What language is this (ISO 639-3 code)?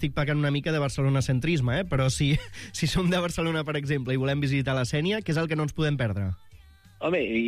cat